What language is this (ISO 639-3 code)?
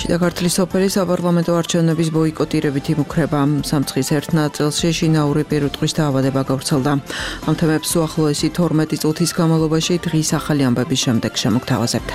kat